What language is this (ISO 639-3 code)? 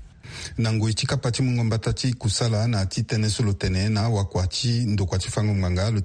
sag